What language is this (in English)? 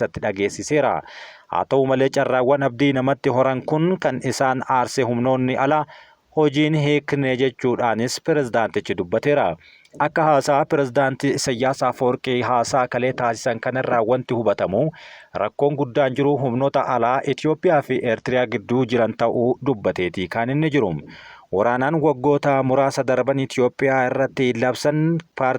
Oromo